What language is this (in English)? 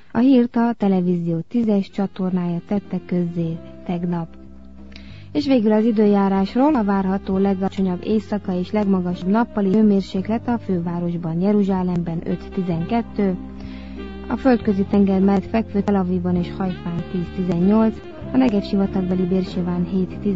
Hungarian